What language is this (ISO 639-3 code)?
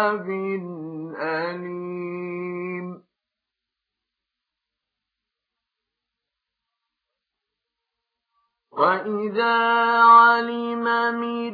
ara